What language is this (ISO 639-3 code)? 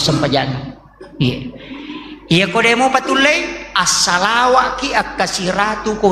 bug